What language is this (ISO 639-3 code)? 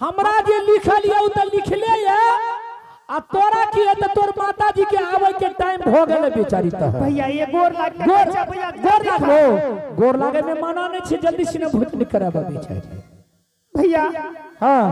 anp